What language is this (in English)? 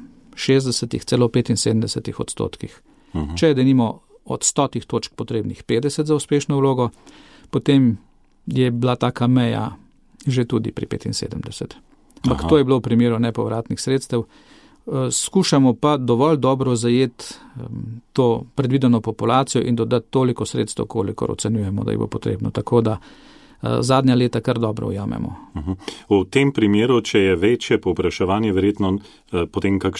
Slovenian